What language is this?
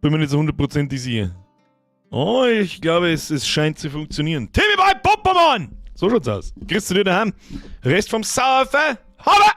Bavarian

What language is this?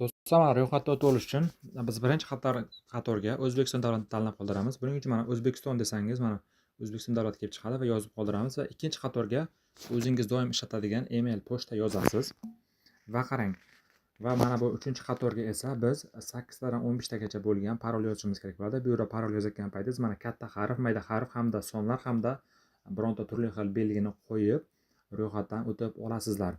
Uzbek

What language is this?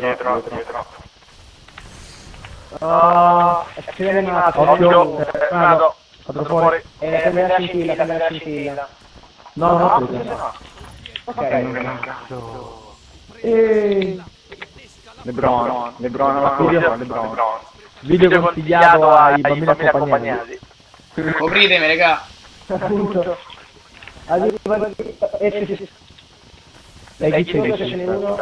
Italian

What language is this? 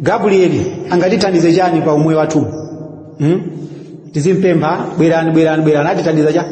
Nyanja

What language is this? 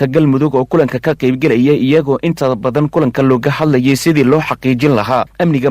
Somali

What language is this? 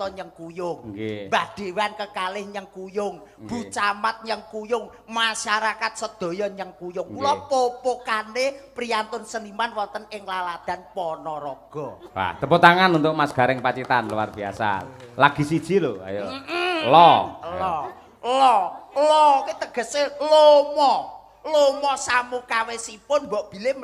Javanese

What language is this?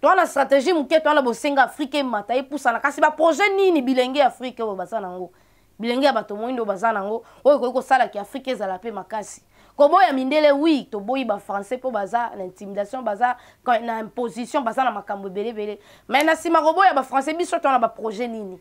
Lingala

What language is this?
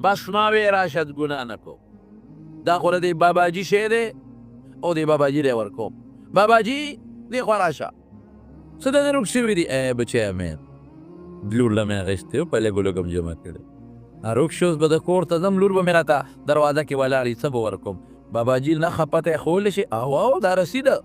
Pashto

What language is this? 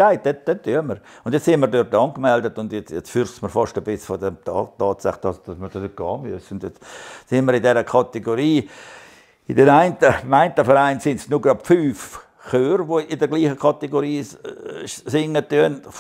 Swiss German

